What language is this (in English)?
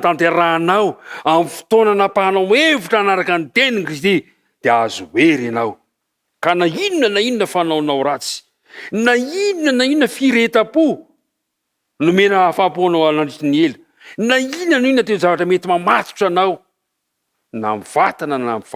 Malagasy